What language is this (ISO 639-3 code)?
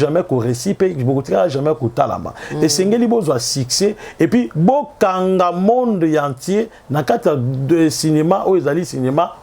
lin